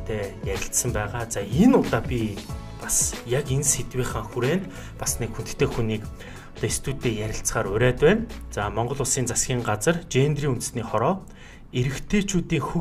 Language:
Mongolian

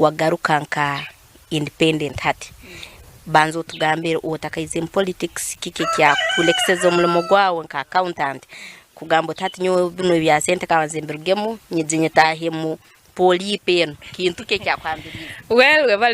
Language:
Nyankole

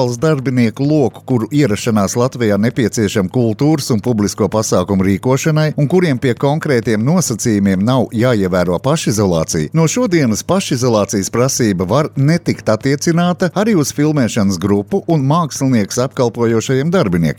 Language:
Latvian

